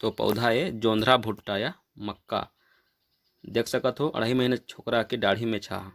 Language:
Chhattisgarhi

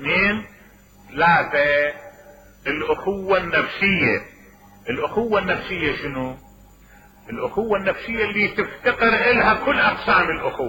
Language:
Mesopotamian Arabic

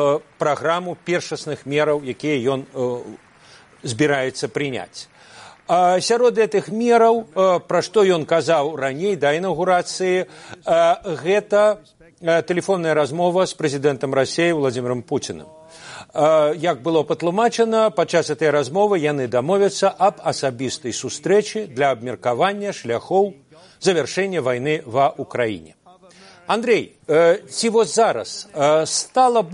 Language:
Belarusian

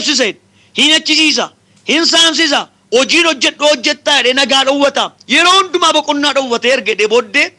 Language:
Oromo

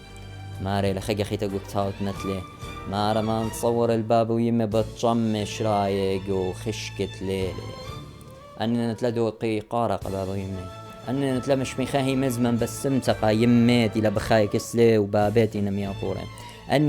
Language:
Assyrian Neo-Aramaic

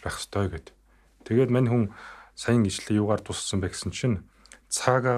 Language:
Mongolian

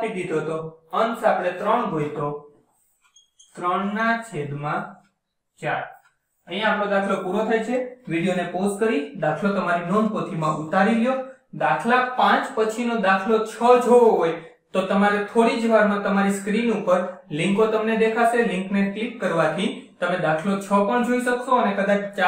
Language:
Gujarati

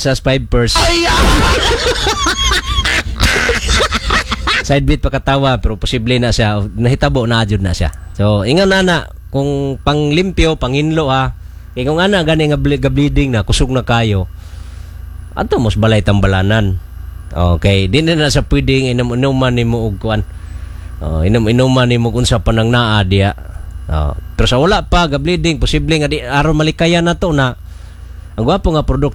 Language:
Cebuano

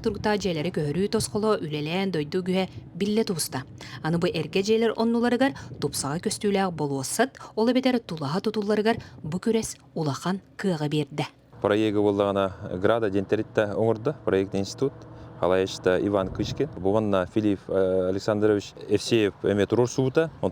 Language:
Yakut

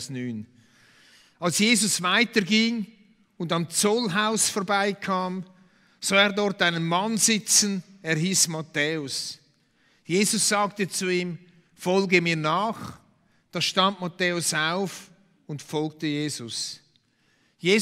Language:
Swiss German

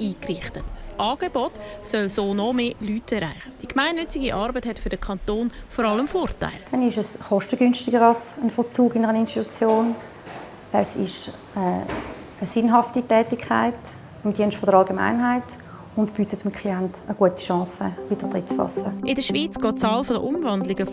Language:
Swiss German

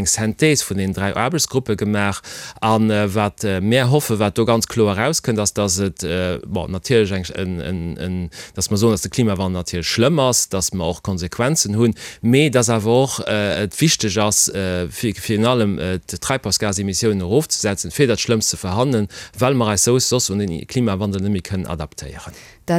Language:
Luxembourgish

